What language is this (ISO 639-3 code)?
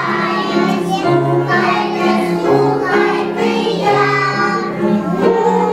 ukr